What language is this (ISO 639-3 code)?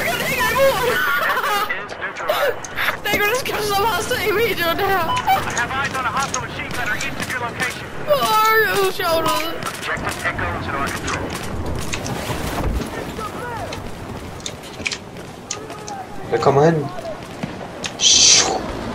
dan